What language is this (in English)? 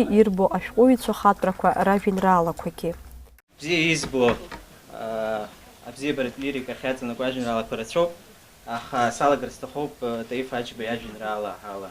Abkhazian